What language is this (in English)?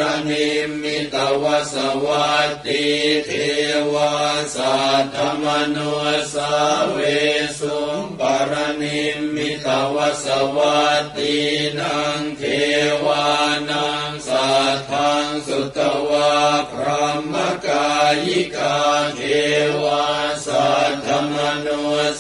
Pali